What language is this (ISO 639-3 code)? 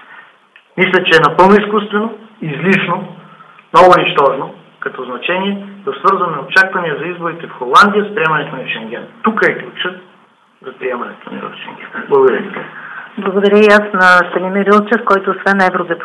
bul